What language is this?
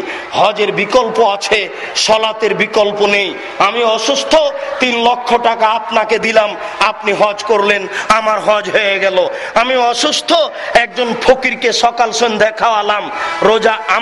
Bangla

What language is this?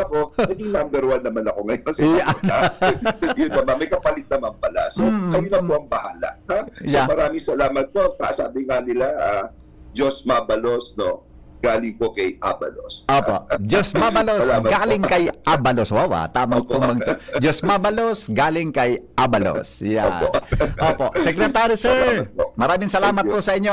Bikol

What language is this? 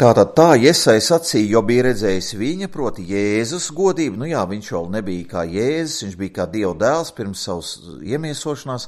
Latvian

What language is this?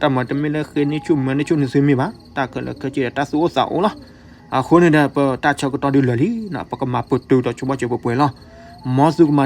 S'gaw Karen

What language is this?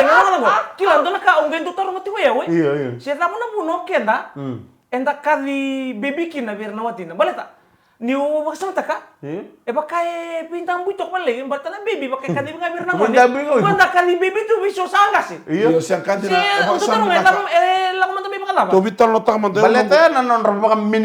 Fijian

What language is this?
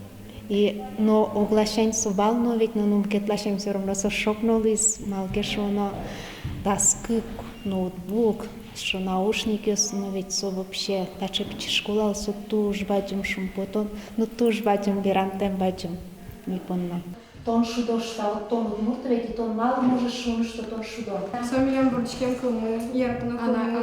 Udmurt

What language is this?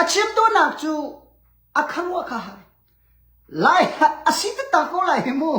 Hakha Chin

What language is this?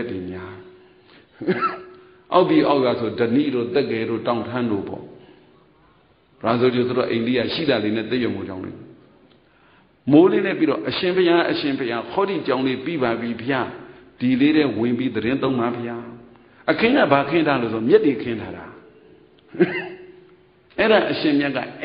Burmese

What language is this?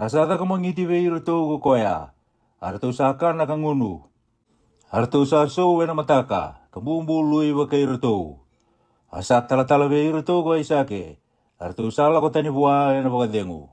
Fijian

